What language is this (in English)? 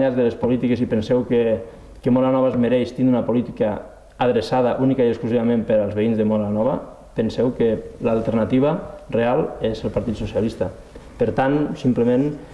Catalan